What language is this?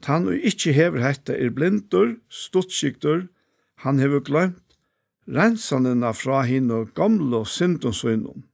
Faroese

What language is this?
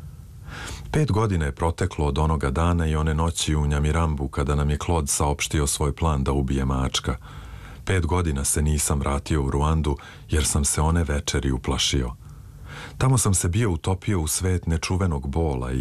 Serbian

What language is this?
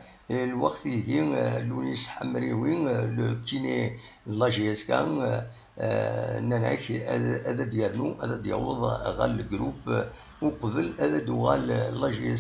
Kabyle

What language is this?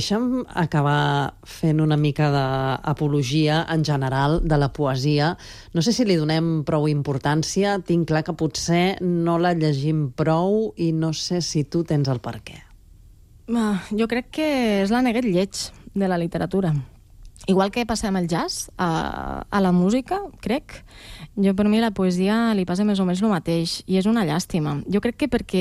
Catalan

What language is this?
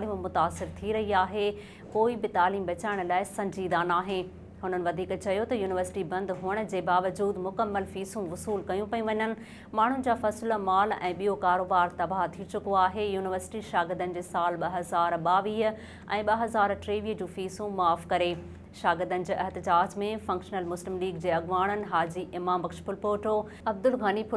Sindhi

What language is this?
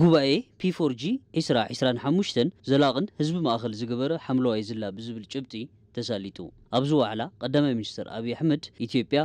Tigrinya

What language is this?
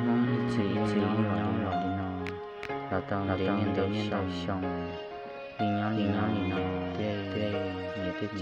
Hmong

